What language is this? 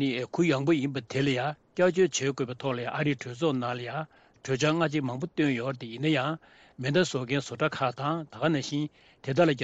Tibetan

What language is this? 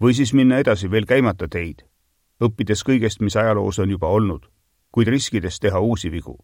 Estonian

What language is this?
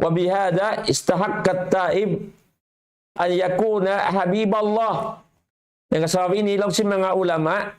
Tausug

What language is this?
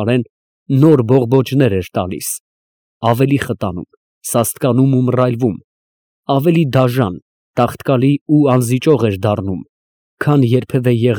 Armenian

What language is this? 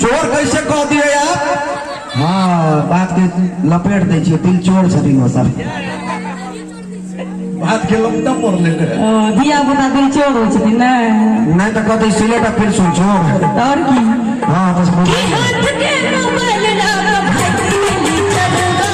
Maithili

